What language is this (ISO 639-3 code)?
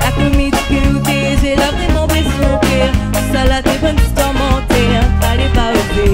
rcf